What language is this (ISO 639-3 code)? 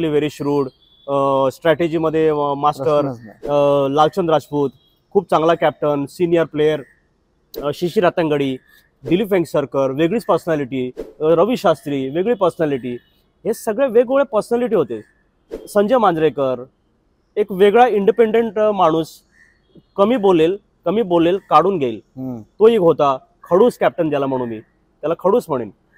mar